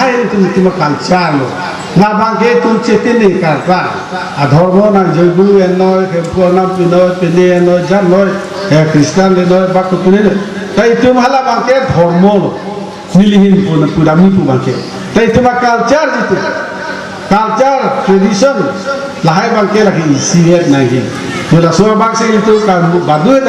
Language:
Karbi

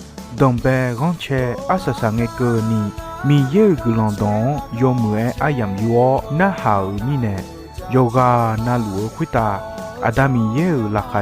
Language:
Akha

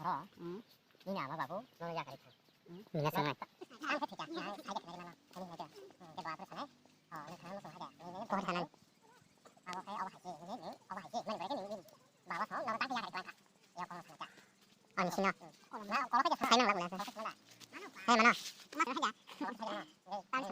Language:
Kok Borok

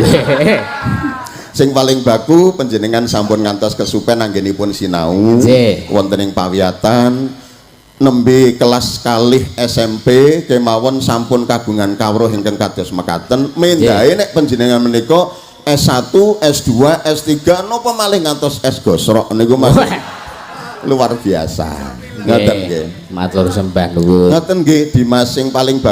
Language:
Javanese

